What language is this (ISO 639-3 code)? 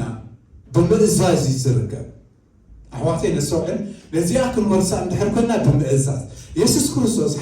tir